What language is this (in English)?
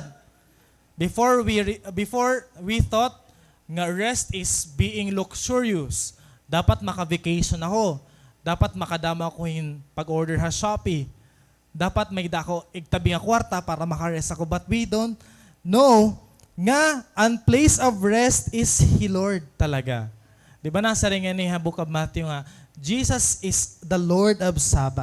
Waray